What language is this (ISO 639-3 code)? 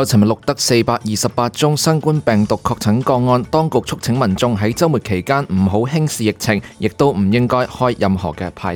yue